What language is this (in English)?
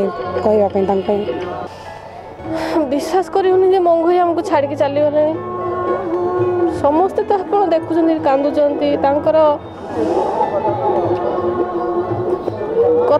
Odia